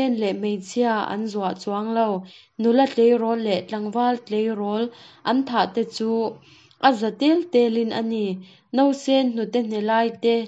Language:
Mizo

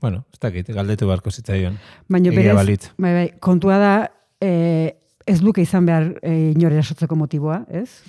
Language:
Basque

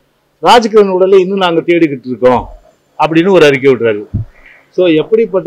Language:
Tamil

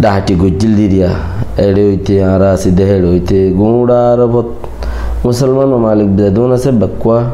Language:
Rohingya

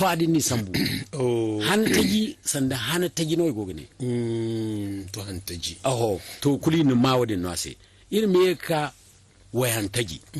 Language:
Zarma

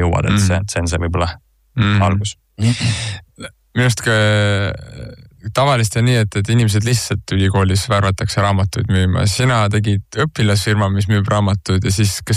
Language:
Estonian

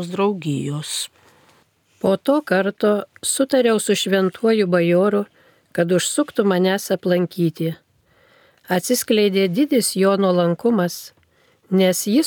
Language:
Lithuanian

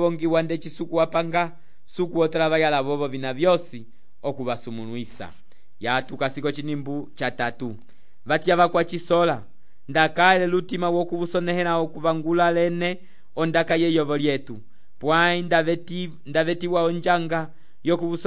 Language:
Umbundu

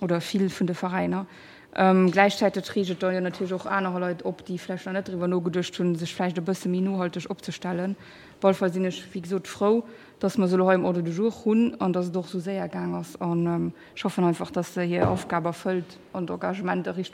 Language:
Luxembourgish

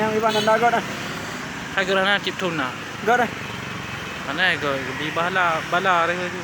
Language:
Achinese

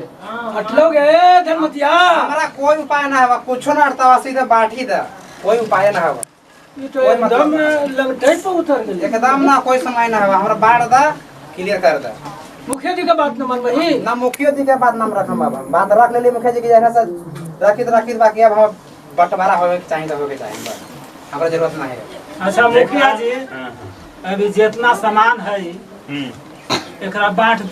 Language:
Magahi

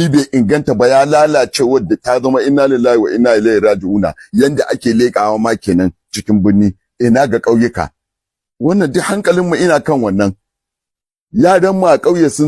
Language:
Hausa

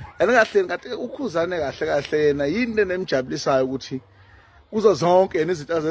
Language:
Zulu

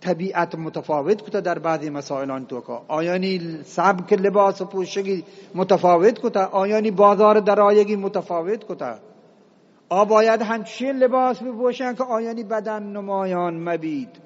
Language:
Eastern Balochi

